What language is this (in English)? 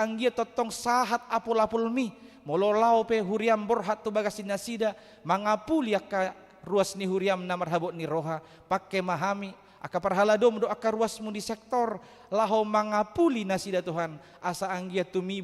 Batak Toba